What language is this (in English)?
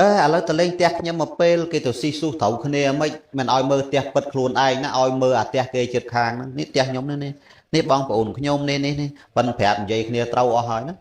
Khmer